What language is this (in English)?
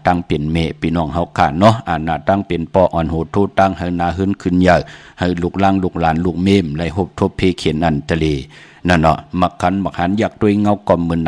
Shan